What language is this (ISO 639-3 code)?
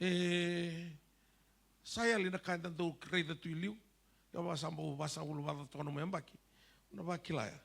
fij